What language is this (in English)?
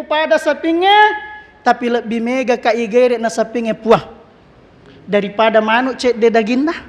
Buginese